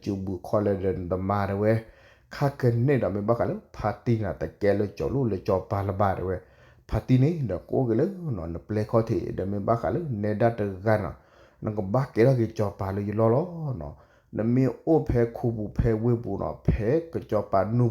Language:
S'gaw Karen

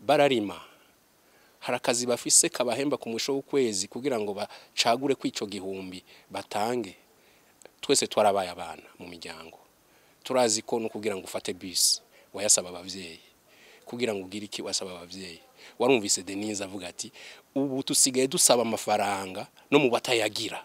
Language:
Rundi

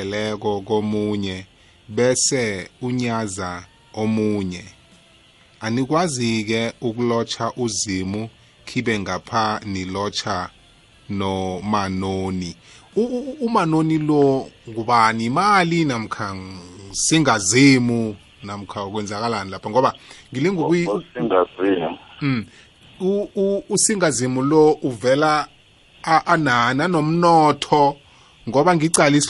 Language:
South Ndebele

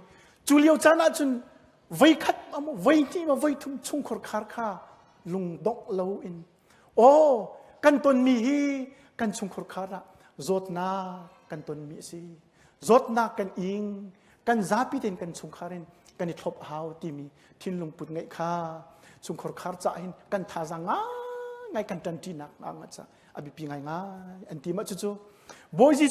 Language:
Hakha Chin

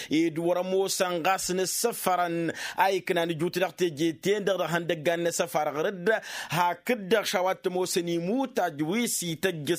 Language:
Tamasheq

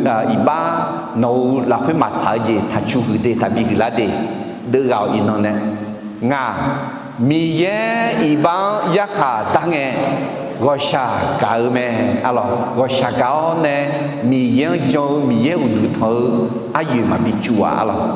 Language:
Akha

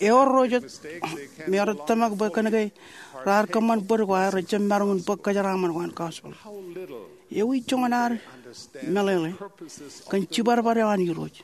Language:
Marshallese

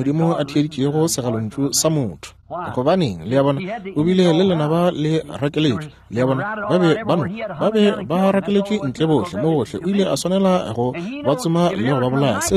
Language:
Northern Sotho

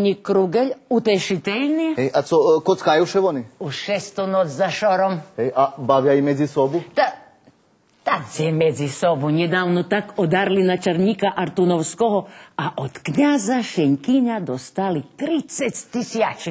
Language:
Rusyn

